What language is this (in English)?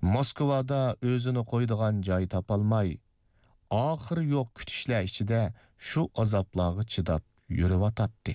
Uyghur